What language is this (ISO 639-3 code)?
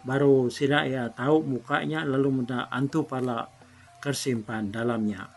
iba